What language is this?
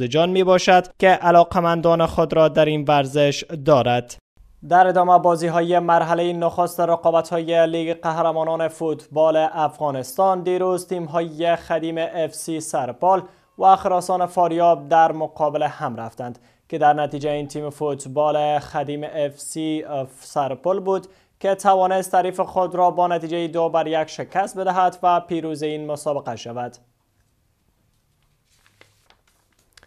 Persian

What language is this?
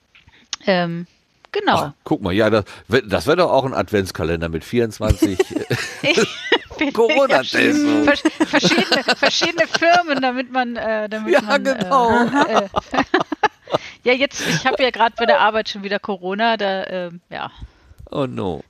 German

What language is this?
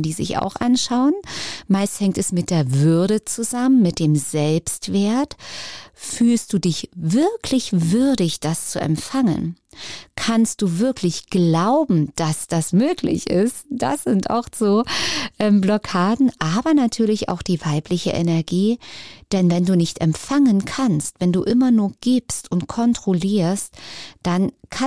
German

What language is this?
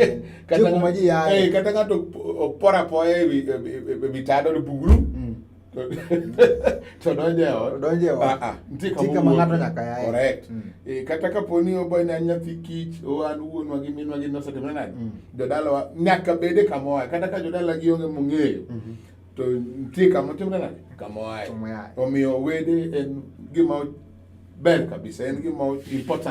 Luo (Kenya and Tanzania)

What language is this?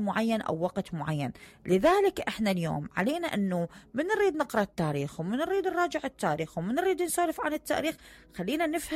Mesopotamian Arabic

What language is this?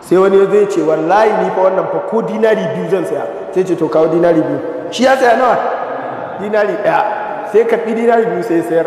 Hausa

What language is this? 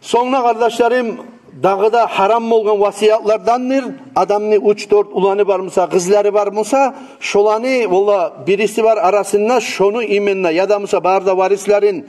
Kumyk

